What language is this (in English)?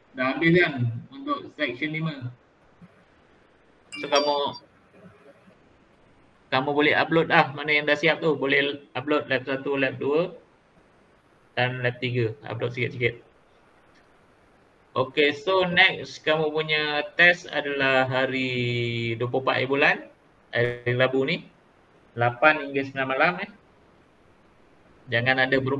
Malay